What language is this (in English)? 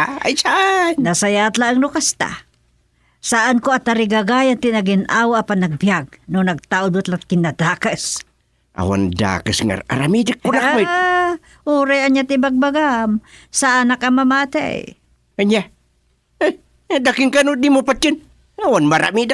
Iloko